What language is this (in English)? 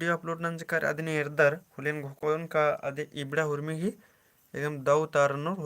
Kurukh